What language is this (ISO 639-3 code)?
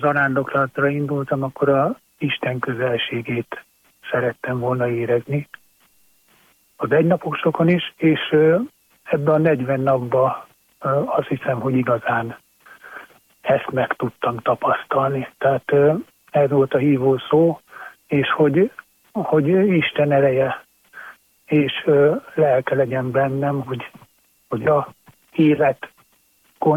hun